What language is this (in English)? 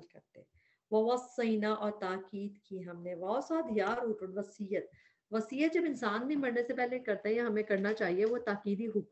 Urdu